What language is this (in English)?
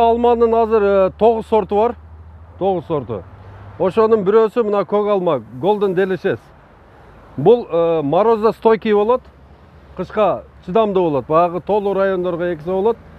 Kyrgyz